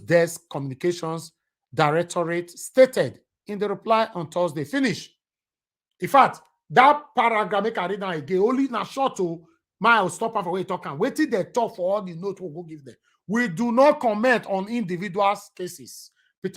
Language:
Nigerian Pidgin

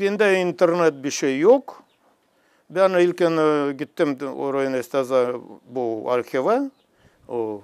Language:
Gagauz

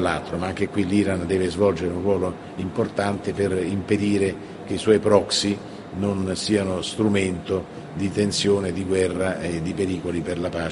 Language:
Italian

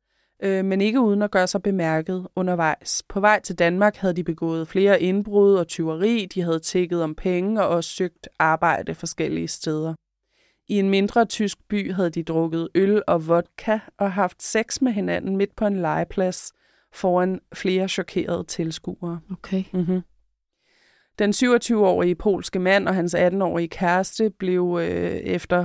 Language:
Danish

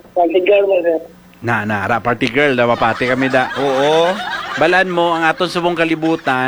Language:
Hiligaynon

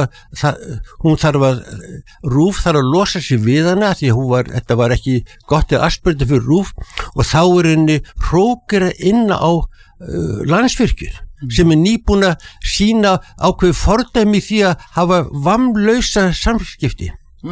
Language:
Icelandic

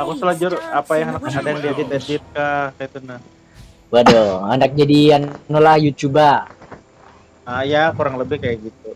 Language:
Banjar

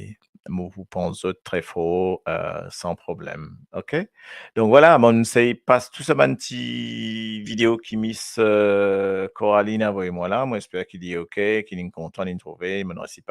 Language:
Morisyen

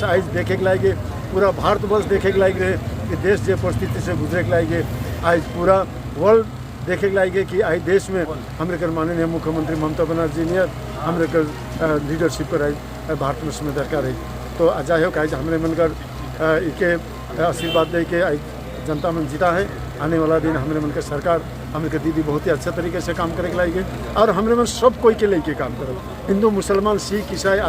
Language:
Sadri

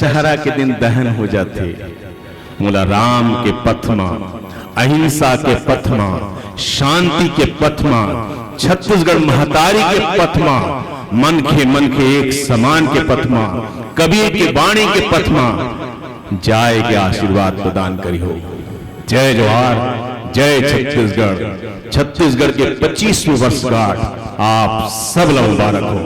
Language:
Chhattisgarhi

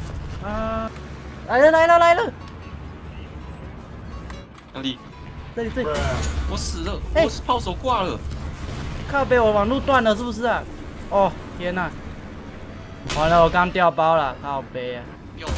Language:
Chinese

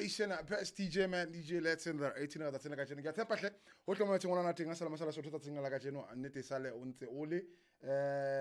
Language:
Southern Sotho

